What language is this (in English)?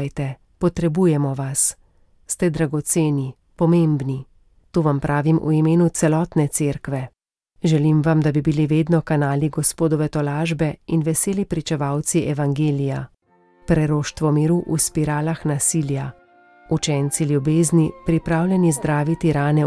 Slovenian